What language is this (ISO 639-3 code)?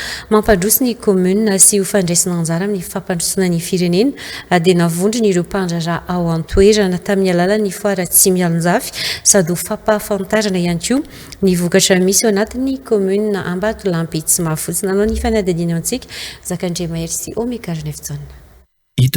mlg